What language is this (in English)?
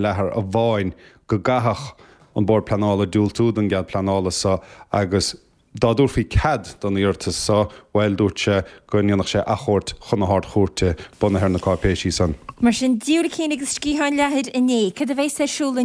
Irish